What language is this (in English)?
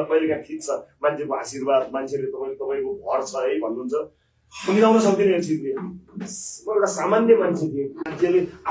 Nepali